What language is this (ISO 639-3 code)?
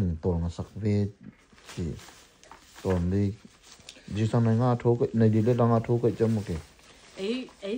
ctd